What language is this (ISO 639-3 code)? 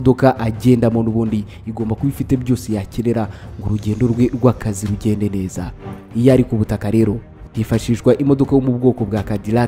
kin